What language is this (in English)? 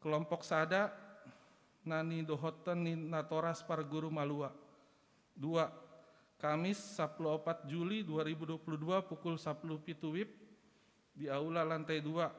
Batak Toba